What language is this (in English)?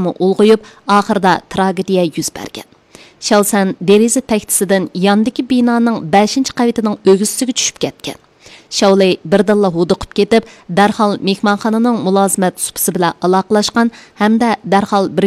Uyghur